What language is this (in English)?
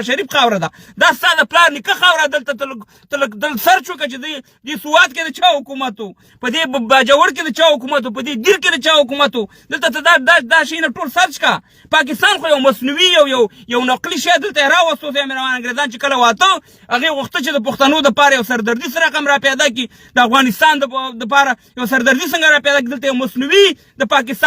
Pashto